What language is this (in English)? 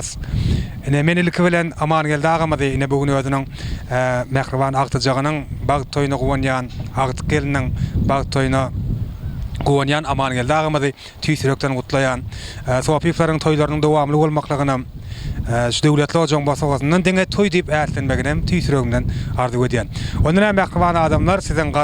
Turkmen